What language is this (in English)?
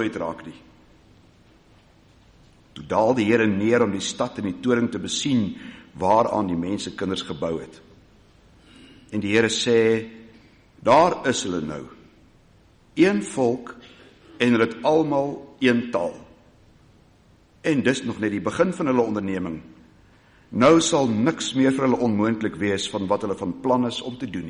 Afrikaans